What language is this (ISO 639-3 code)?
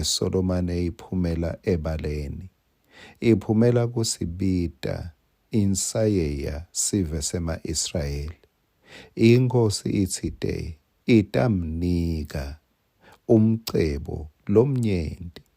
ssw